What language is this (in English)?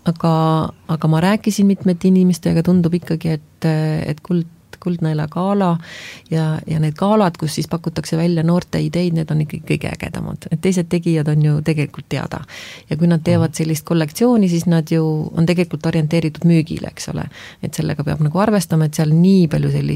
Estonian